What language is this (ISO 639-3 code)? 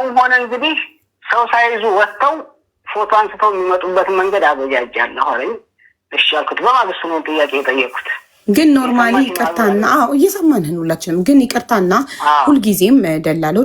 amh